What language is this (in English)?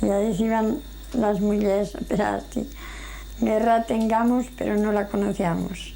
Aragonese